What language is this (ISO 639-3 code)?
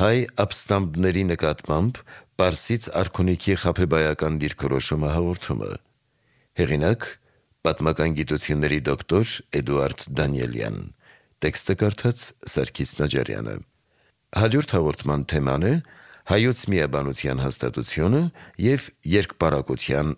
hye